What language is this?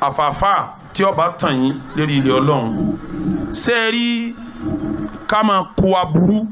Yoruba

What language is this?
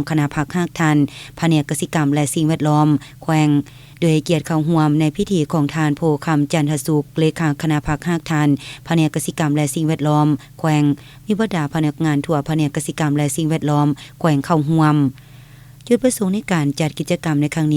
Lao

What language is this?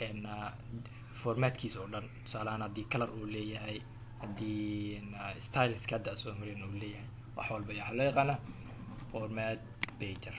Somali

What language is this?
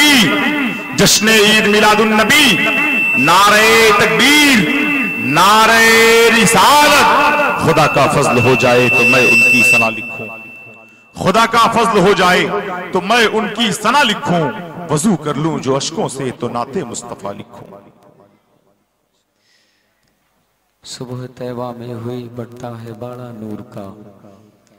Urdu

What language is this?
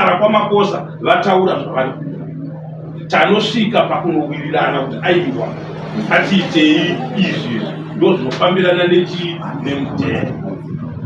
Shona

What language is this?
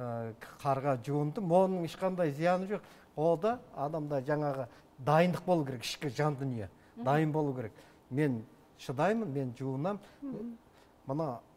Kazakh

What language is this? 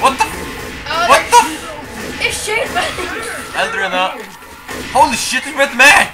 Faroese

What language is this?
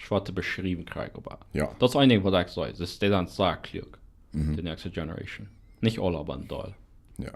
Plautdietsch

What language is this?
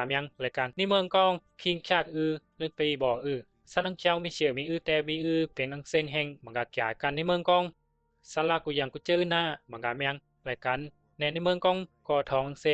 Bisu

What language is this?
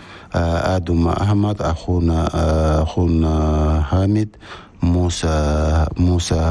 Chadian Arabic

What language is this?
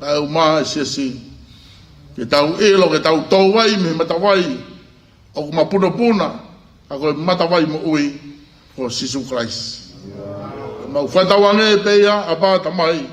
Tongan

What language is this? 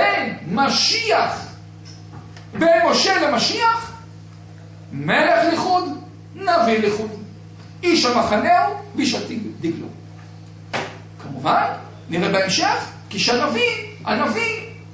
Hebrew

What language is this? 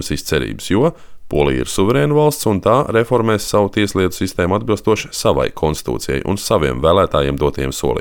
Latvian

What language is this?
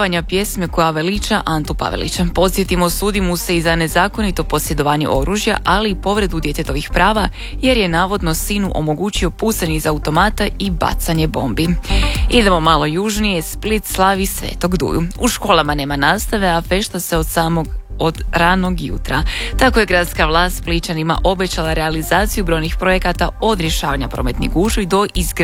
Croatian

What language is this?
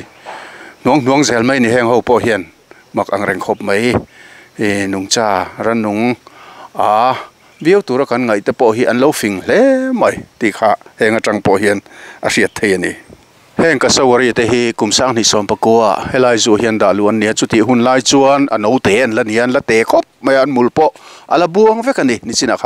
Mizo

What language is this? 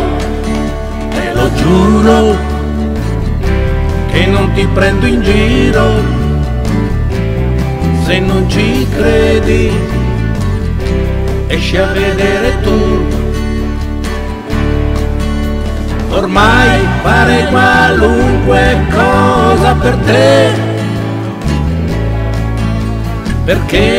Italian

